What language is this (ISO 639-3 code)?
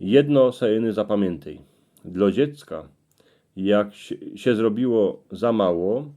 szl